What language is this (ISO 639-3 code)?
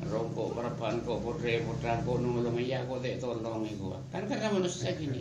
mad